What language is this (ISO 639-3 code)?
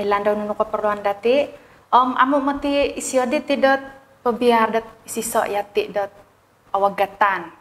dtp